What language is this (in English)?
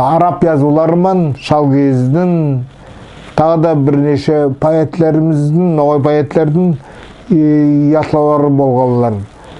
Nogai